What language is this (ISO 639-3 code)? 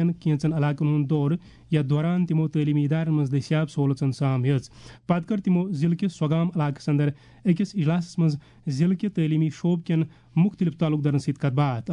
kas